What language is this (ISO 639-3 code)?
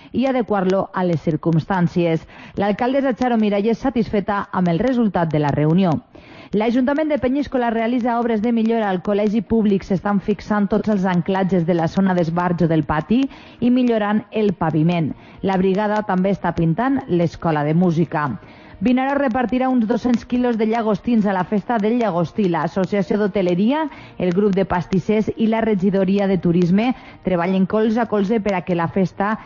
cat